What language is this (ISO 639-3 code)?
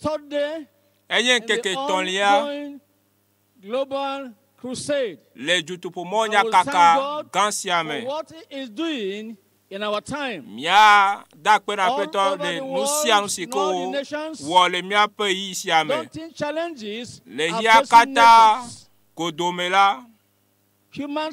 ewe